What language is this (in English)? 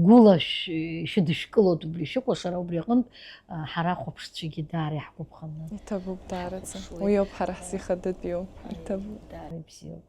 Abkhazian